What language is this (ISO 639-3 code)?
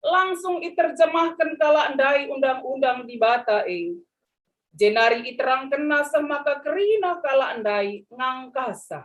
btx